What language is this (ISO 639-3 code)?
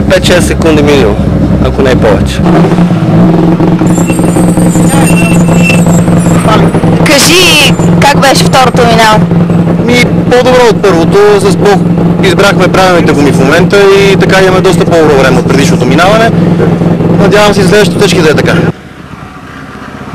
bul